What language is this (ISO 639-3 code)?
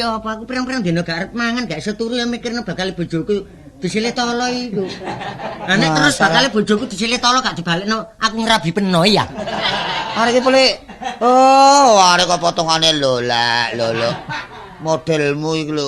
jav